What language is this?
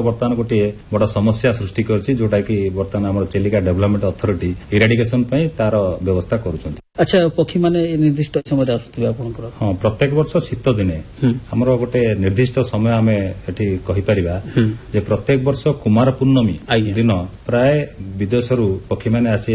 Odia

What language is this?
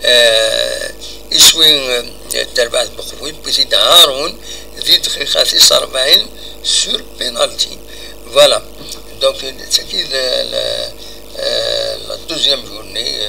Kabyle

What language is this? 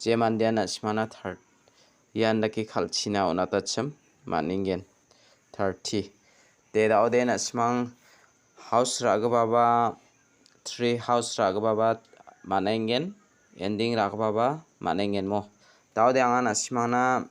Garo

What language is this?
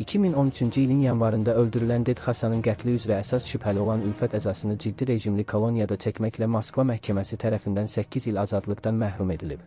Azerbaijani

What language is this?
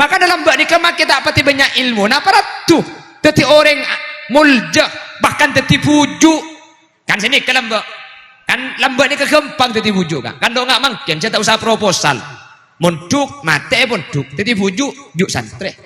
Madurese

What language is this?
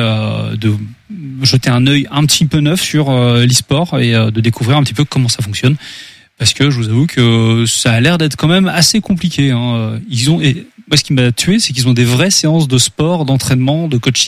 French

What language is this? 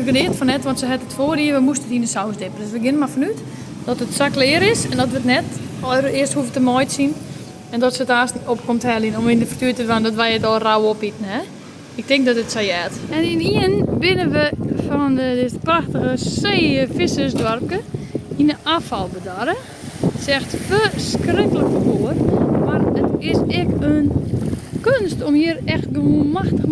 Western Frisian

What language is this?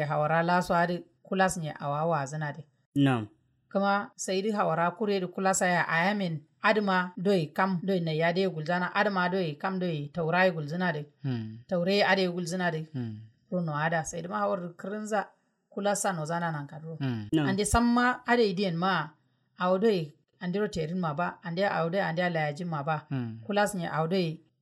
Kanuri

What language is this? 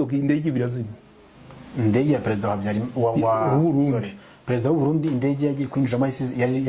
Kinyarwanda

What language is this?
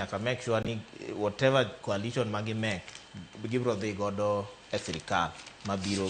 Luo (Kenya and Tanzania)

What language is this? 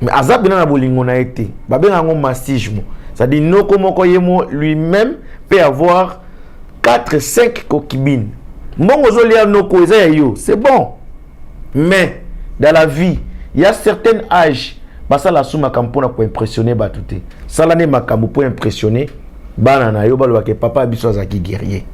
Lingala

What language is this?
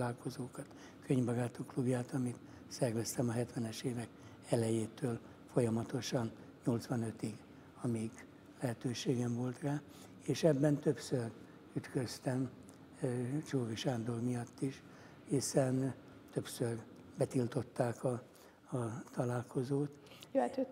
Hungarian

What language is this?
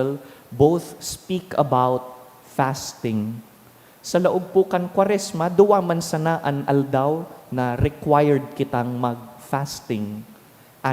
Bikol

